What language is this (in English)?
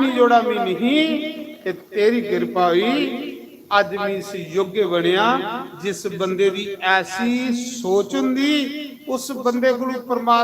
Dogri